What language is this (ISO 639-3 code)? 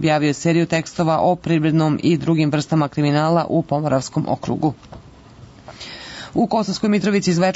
srp